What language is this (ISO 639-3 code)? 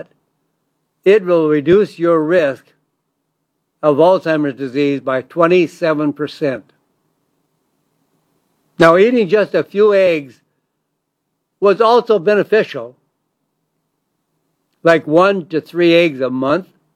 eng